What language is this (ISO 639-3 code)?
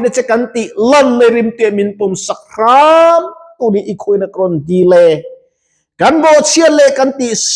lus